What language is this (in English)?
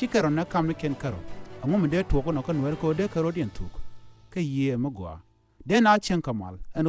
Nuer